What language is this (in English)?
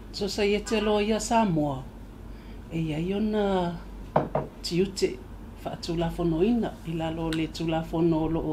Samoan